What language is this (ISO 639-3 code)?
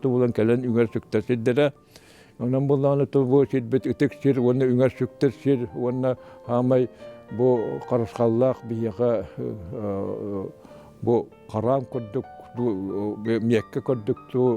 sah